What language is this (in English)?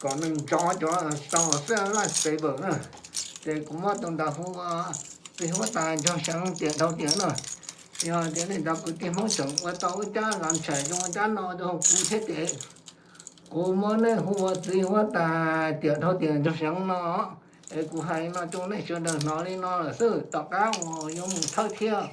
Hmong